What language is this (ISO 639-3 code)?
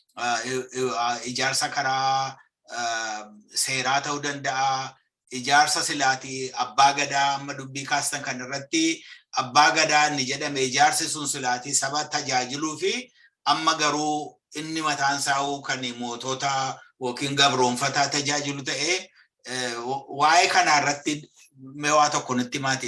orm